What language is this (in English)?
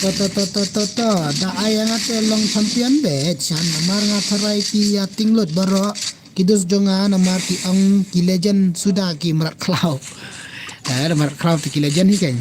Khasi